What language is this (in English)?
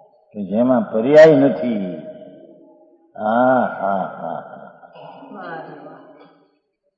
Gujarati